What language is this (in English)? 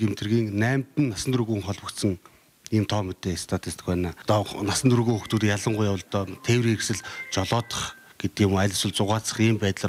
Mongolian